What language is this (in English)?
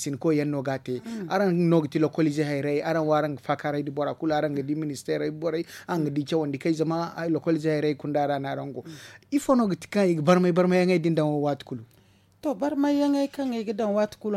Zarma